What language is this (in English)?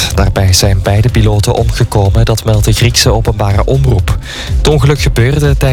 Dutch